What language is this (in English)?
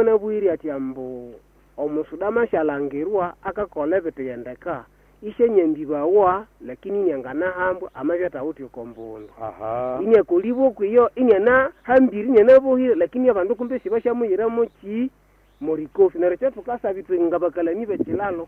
Nande